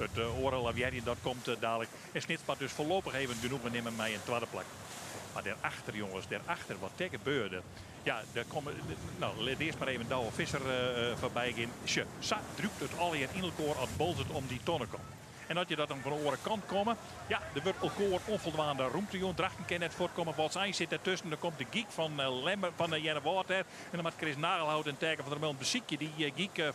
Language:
Western Frisian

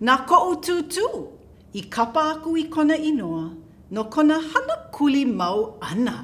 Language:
Hawaiian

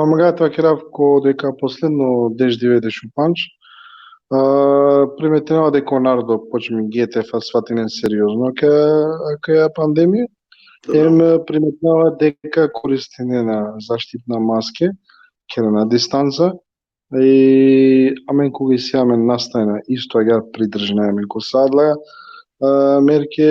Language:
Balkan Romani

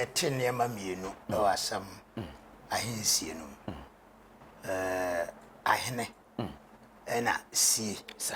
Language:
Akan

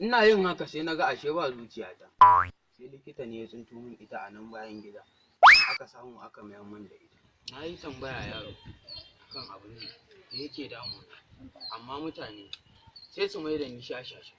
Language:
Hausa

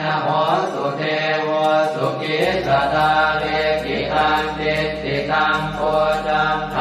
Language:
Pali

